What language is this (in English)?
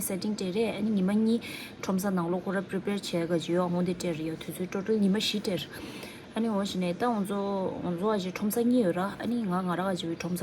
Tibetan